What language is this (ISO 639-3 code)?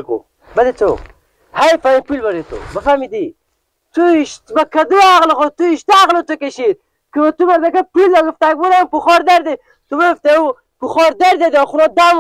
fas